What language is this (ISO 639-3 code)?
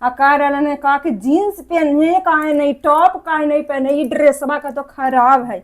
mag